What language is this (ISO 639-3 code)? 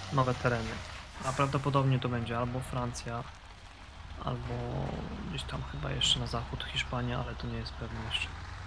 pol